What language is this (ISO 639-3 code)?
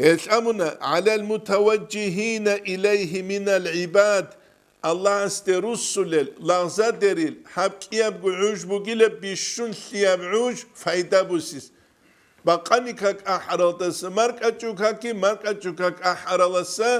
ava